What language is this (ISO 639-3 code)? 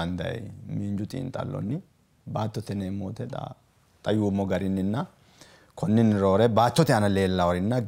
sid